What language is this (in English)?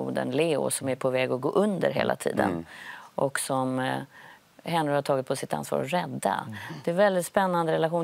Swedish